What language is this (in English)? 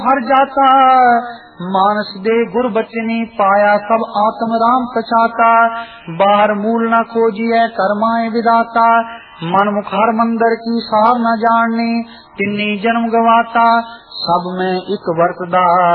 Punjabi